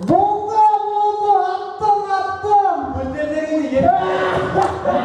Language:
Bashkir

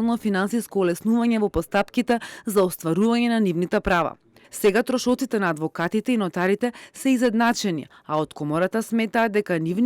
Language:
Macedonian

